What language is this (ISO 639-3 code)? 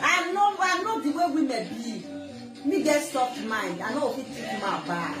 pcm